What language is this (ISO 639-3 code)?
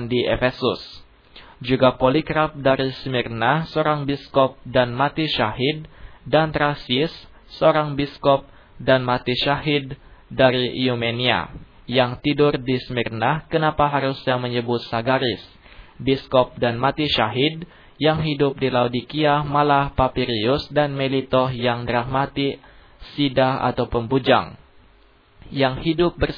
ind